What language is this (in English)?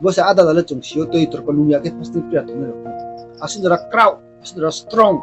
Riang (India)